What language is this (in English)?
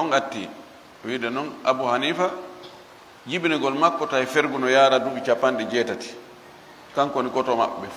Fula